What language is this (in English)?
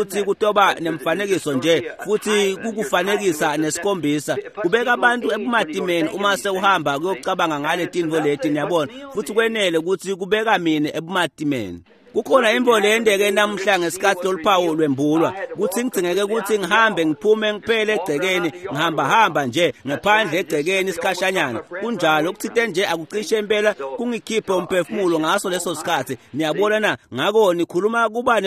Swati